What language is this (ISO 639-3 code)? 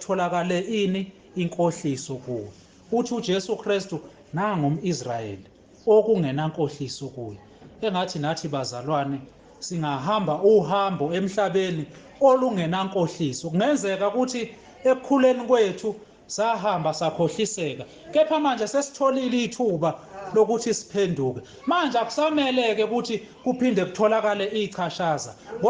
zul